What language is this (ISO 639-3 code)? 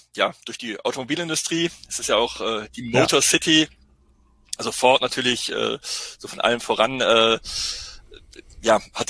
deu